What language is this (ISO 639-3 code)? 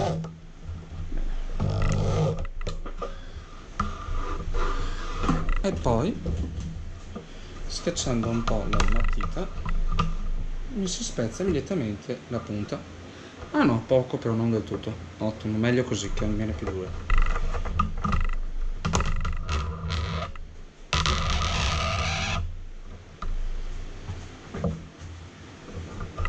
ita